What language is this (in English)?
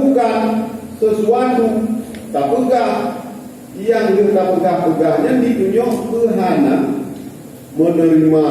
Achinese